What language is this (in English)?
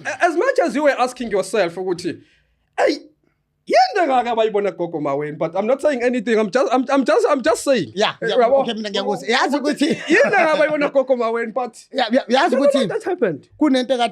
Zulu